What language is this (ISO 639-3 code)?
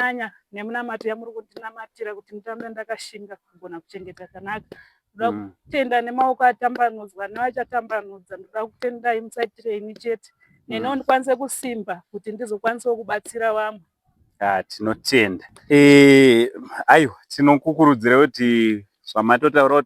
sna